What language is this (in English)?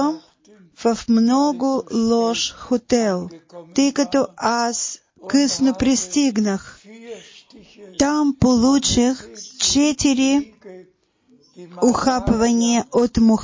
Bulgarian